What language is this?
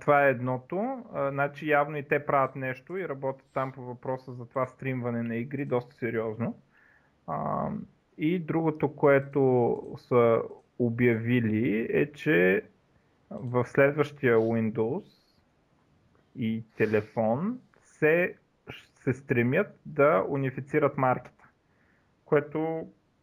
Bulgarian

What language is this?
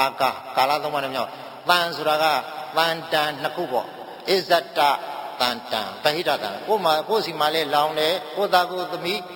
Burmese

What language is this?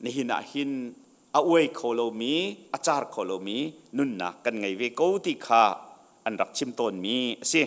Hakha Chin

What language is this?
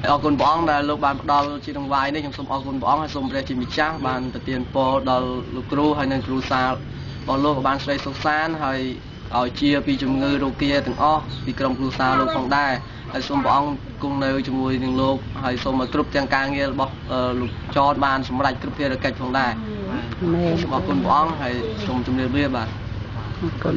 Khmer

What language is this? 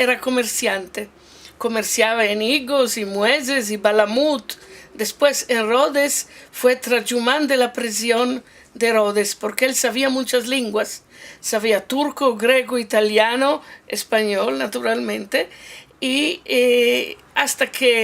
Ladino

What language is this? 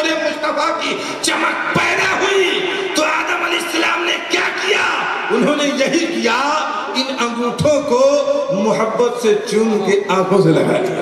Urdu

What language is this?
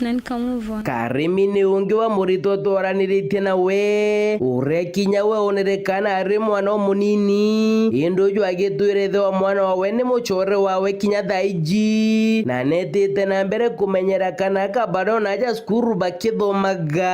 Meru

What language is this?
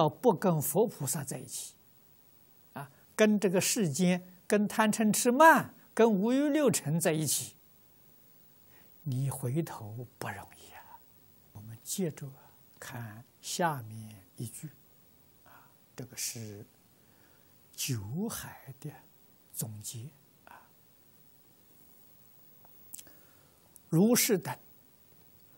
Chinese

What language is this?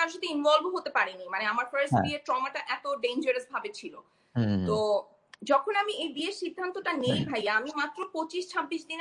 Bangla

